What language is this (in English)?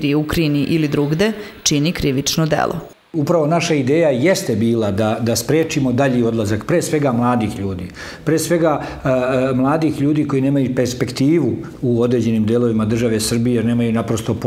Serbian